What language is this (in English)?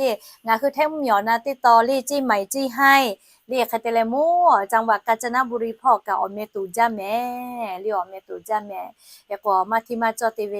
Lahu